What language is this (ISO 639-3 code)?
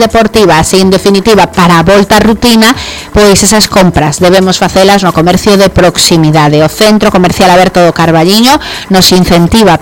glg